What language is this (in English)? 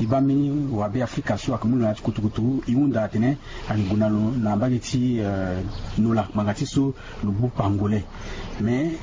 Sango